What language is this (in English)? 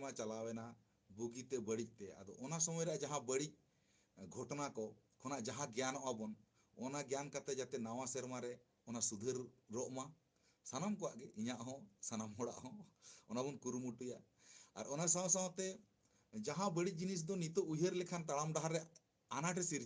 Santali